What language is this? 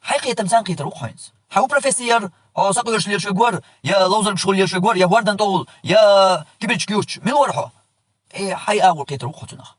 Chechen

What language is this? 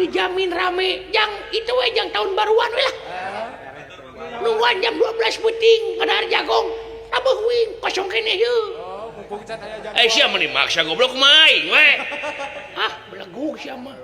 Sundanese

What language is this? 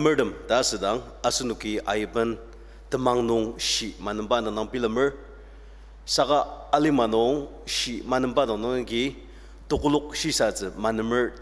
Ao Naga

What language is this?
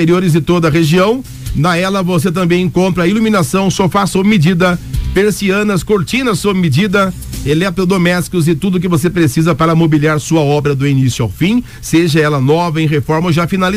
Portuguese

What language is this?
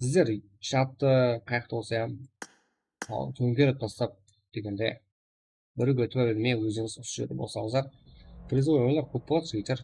Kara-Kalpak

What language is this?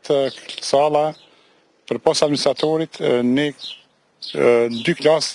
Albanian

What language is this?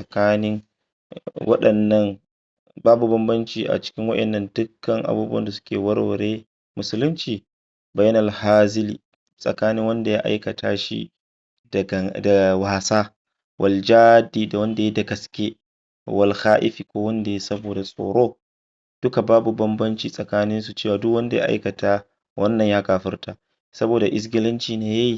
Hausa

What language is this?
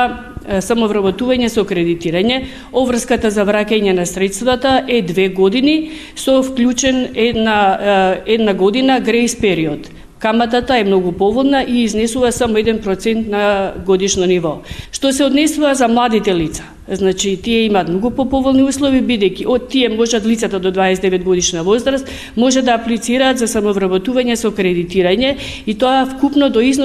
Macedonian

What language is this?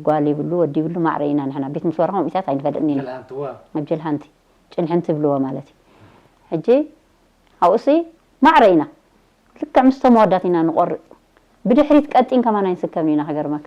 Tigrinya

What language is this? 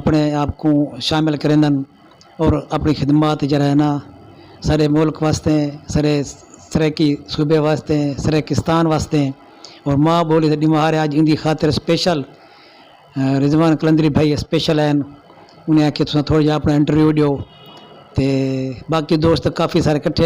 Saraiki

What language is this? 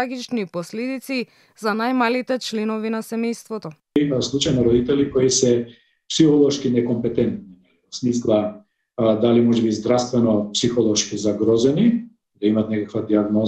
Macedonian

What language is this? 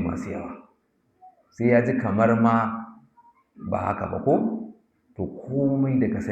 Hausa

